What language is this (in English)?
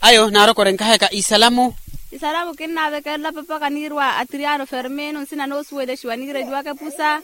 Makhuwa